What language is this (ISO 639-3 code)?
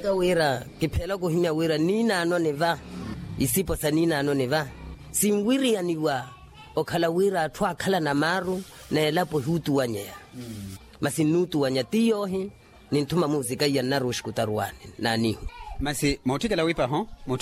vmw